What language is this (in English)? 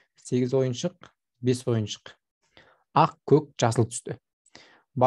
Kazakh